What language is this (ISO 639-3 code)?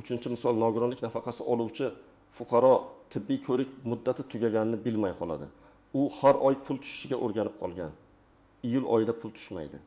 uzb